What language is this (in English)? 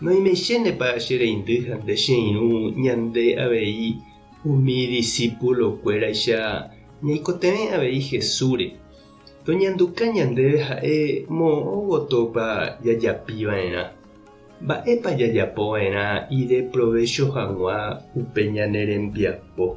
Guarani